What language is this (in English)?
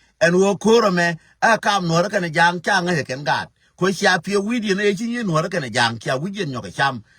Nuer